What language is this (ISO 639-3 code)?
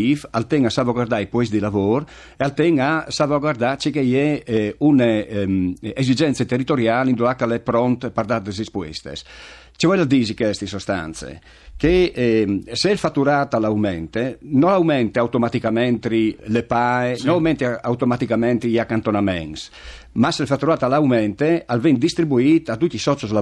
fur